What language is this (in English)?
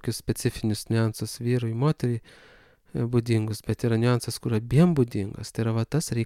Lithuanian